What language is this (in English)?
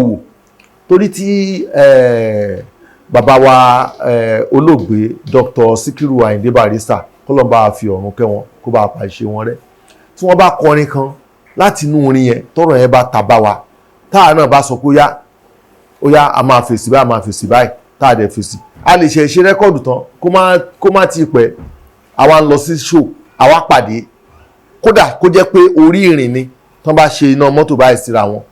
Yoruba